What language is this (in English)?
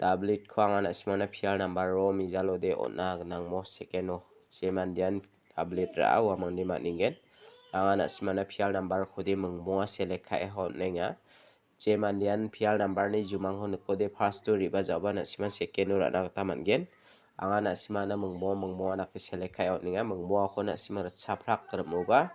Garo